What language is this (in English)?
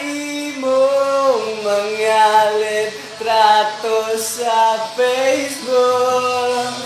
Cebuano